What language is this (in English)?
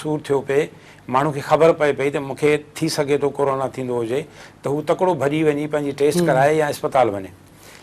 Sindhi